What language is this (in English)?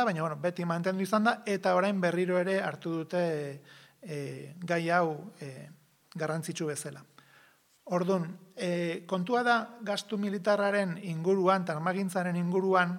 Basque